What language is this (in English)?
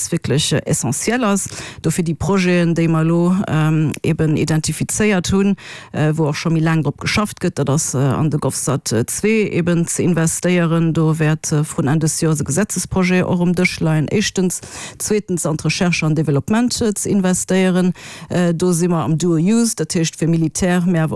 Luxembourgish